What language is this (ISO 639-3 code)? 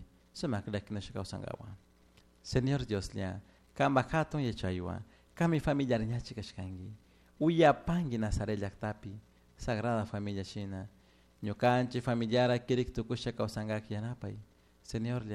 qug